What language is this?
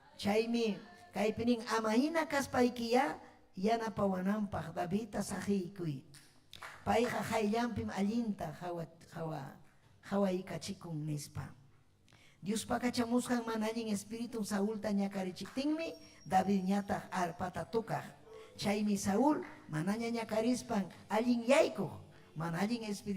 Ayacucho Quechua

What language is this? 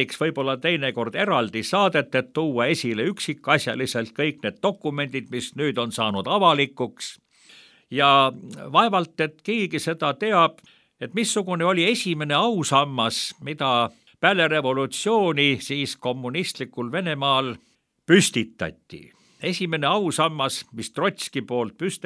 Estonian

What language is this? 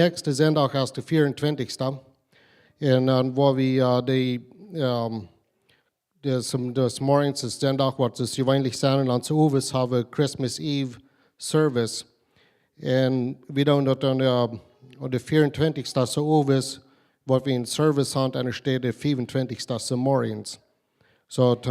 Plautdietsch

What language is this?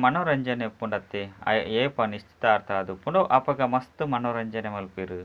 Tulu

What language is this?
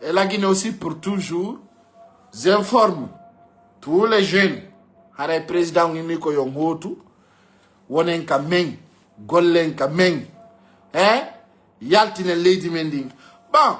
Fula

